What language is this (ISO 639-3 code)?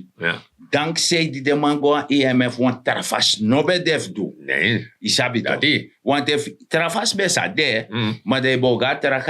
srn